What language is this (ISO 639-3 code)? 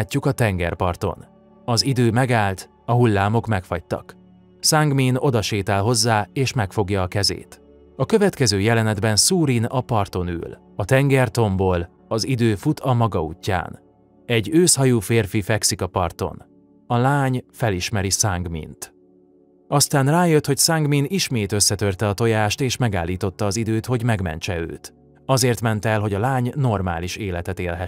hun